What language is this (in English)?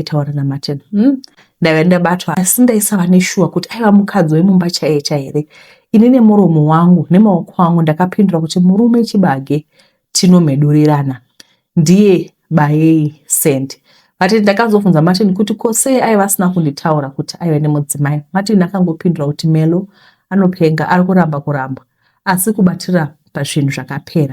Shona